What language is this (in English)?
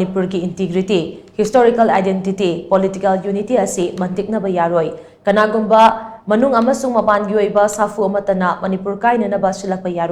Manipuri